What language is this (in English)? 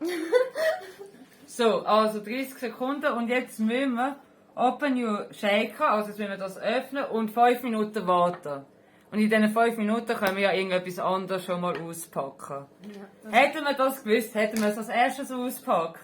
Swiss German